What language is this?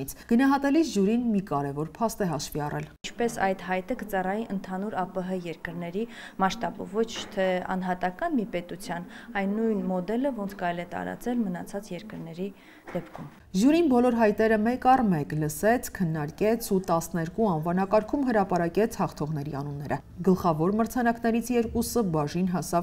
Armenian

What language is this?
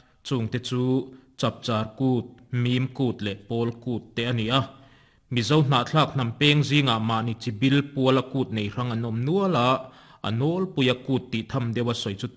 Mizo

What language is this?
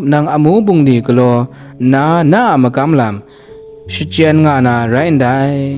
Kachin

